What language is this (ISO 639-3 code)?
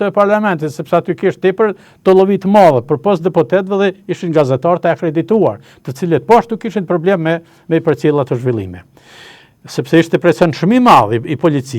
sqi